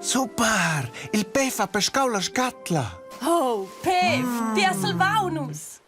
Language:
Romansh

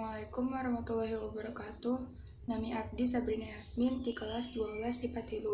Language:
Sundanese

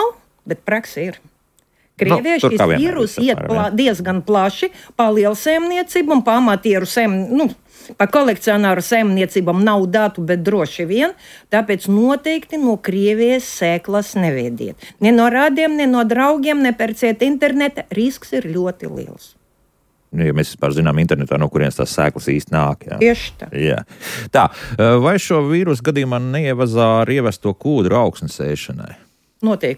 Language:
Latvian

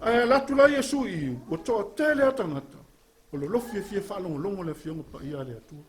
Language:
Samoan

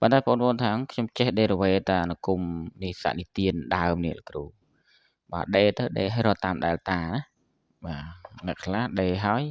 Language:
Khmer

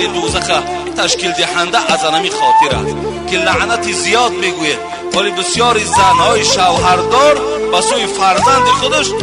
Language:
Tajik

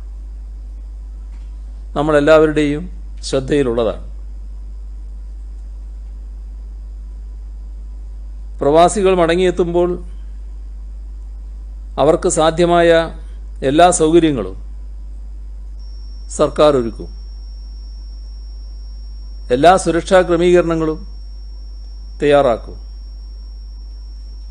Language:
Malayalam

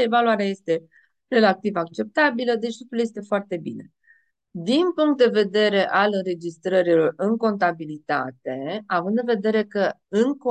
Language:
Romanian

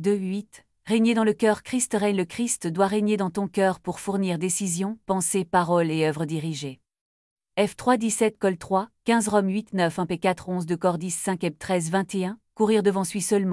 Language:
French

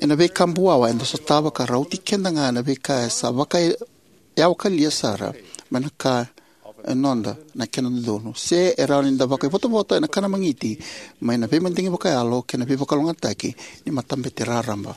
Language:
Fijian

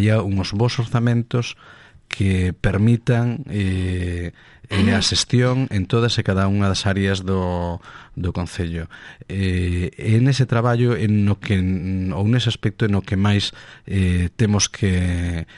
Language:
Galician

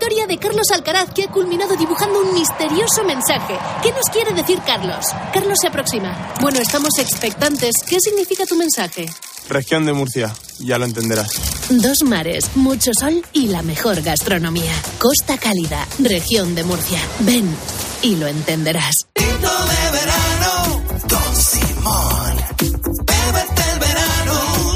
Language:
Spanish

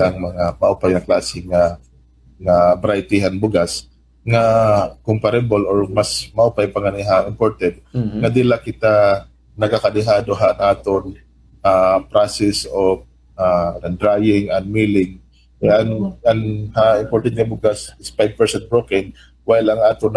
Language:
Waray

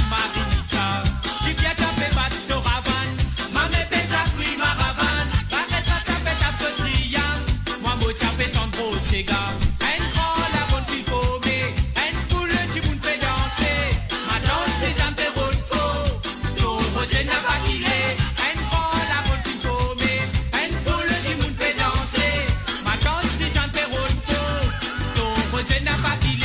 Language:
Morisyen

